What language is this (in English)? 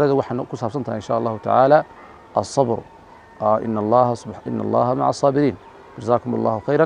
Somali